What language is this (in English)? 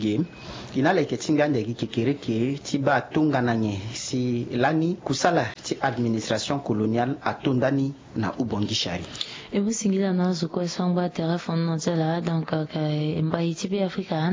Sango